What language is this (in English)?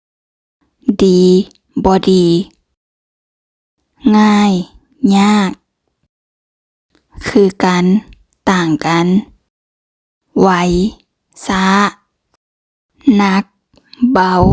Lao